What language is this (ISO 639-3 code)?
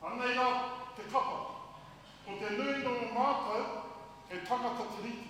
mri